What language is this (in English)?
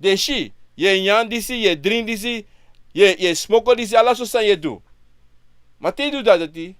Sranan Tongo